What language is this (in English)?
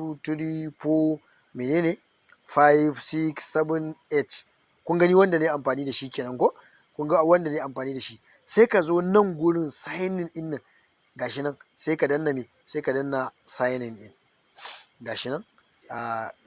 Hausa